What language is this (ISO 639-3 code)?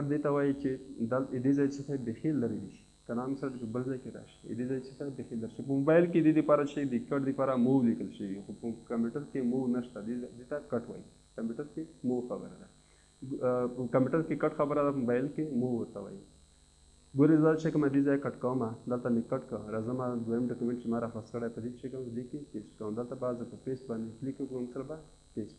pus